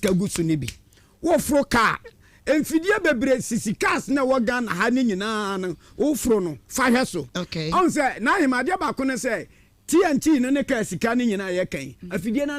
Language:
Akan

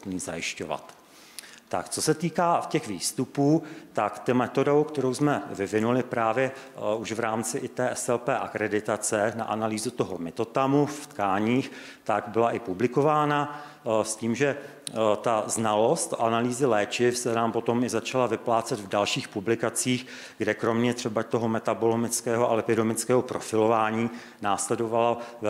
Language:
Czech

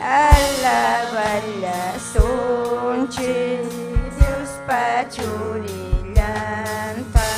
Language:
Ayacucho Quechua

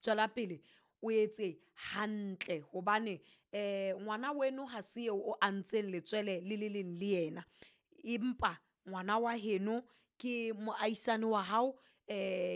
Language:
Southern Sotho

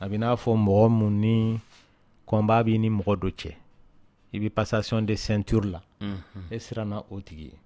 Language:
Dyula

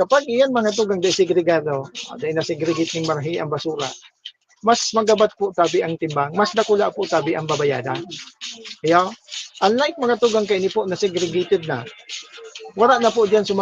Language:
Bikol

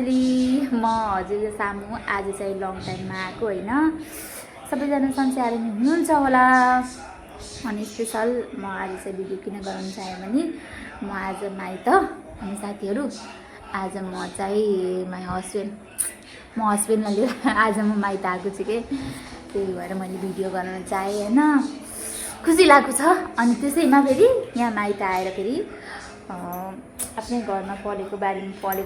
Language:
Nepali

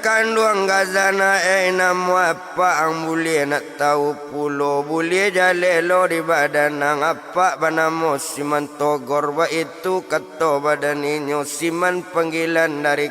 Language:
Minangkabau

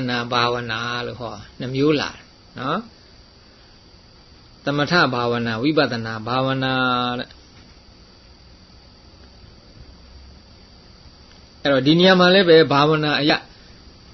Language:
Burmese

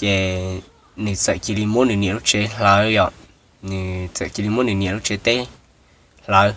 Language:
Hmong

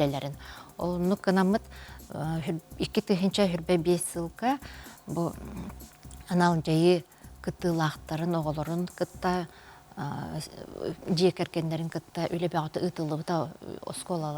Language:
Yakut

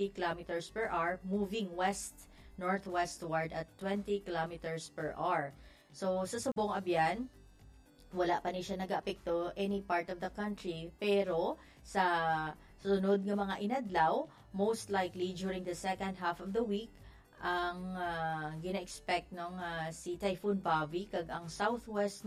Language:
Hiligaynon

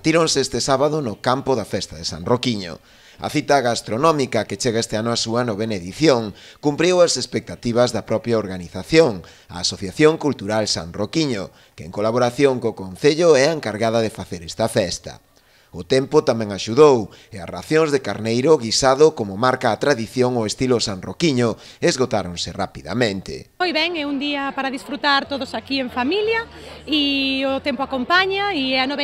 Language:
Galician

